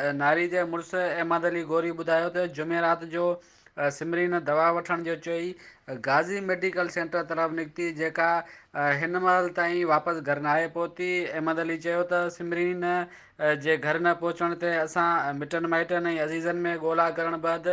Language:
Sindhi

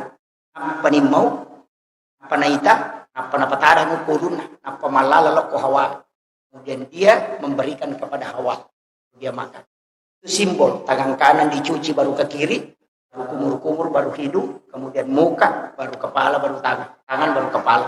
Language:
Buginese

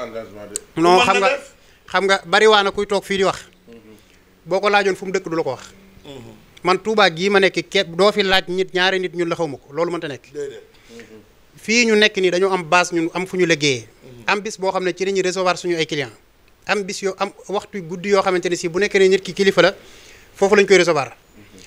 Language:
Wolof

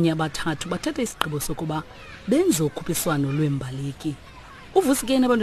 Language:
Xhosa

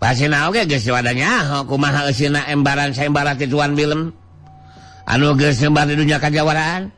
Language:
Sundanese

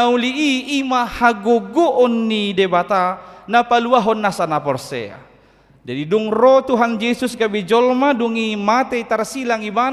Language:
Batak Toba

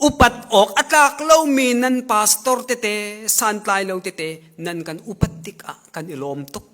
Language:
Hakha Chin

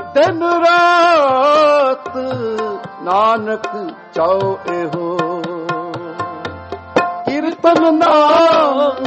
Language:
Punjabi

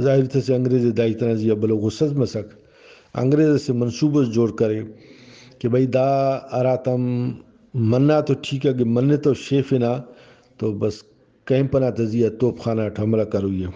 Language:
Brahui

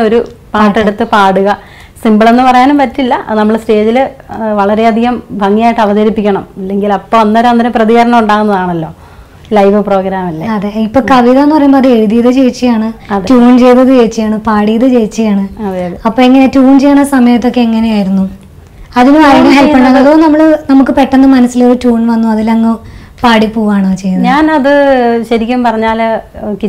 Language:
Malayalam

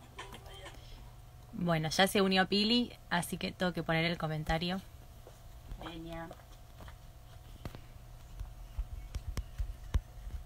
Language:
Spanish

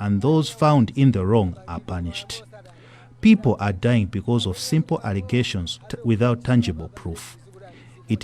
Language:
English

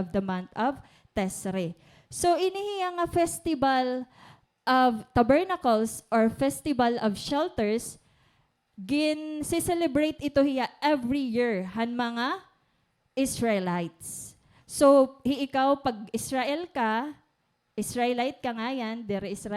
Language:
Waray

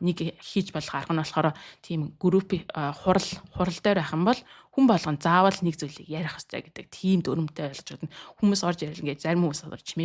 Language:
Mongolian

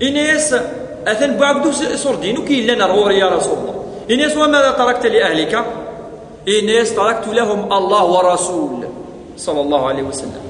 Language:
Kabyle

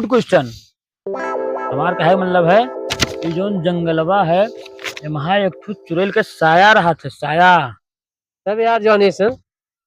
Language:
Awadhi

